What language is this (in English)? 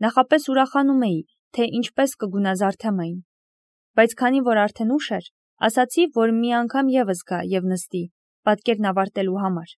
Armenian